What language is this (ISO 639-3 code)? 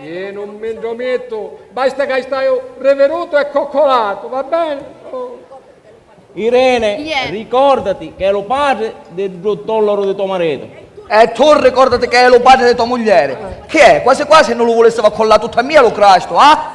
scn